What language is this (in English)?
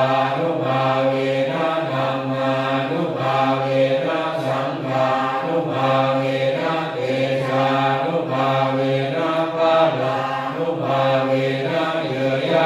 Pali